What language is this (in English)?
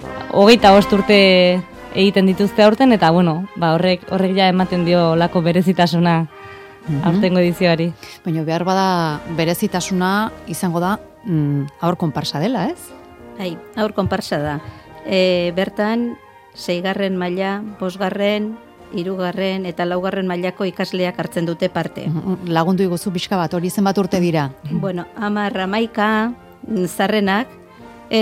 Basque